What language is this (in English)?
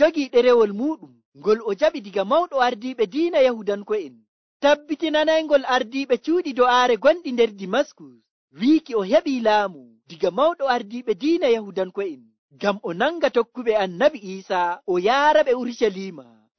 Nigerian Fulfulde